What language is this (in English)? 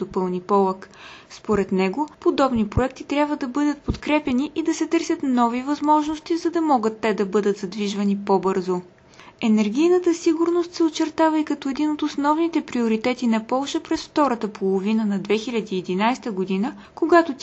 Bulgarian